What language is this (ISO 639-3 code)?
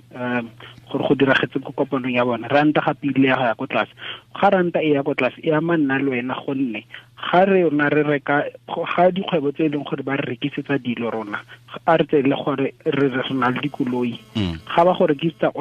tsn